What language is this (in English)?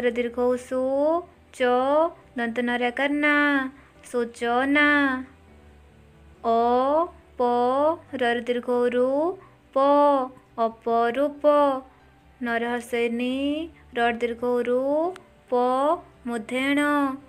Odia